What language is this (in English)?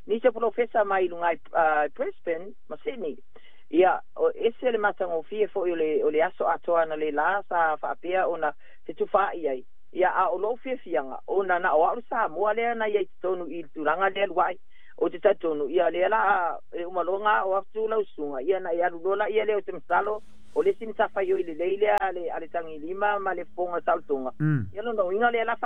Samoan